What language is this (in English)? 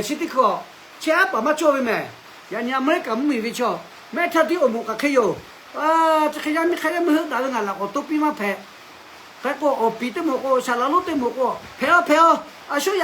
Lahu